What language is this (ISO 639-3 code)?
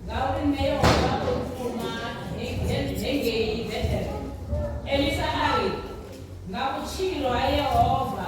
ven